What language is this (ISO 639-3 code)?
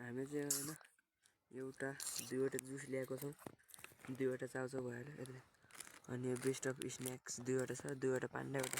nep